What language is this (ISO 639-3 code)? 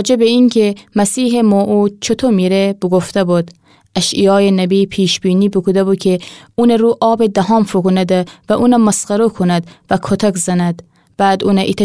glk